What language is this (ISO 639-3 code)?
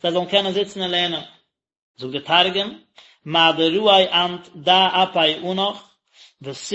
yid